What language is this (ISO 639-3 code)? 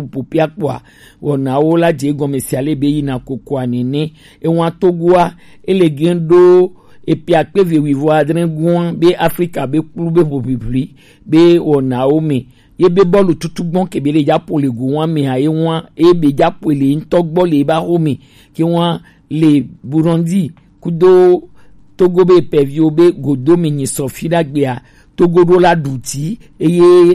gej